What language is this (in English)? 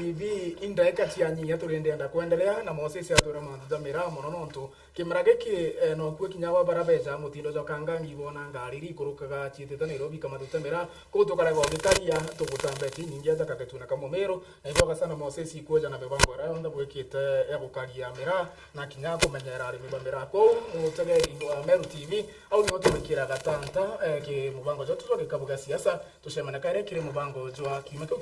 Meru